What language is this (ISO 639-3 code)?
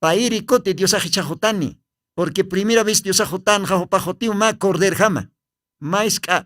aym